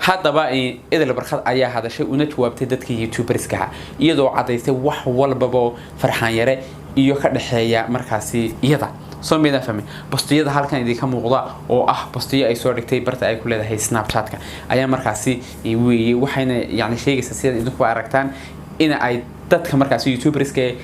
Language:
Somali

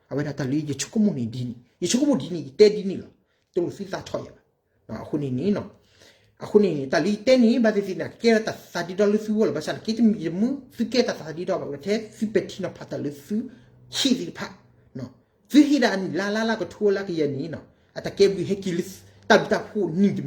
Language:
S'gaw Karen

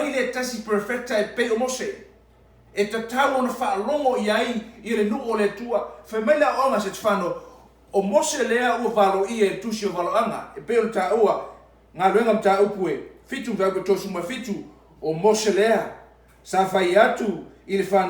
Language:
Samoan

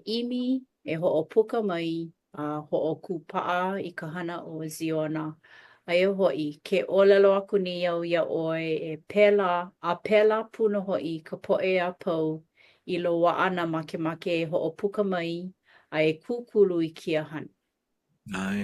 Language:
Hawaiian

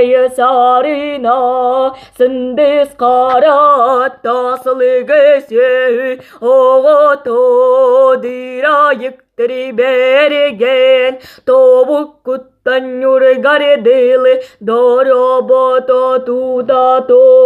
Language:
Yakut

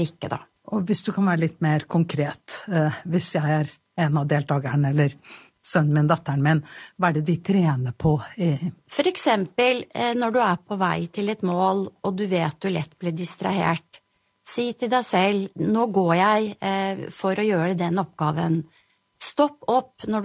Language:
Norwegian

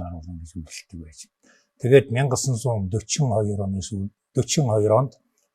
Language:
Mongolian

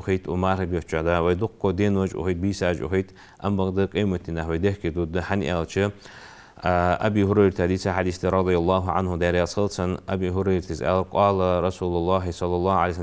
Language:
Ingush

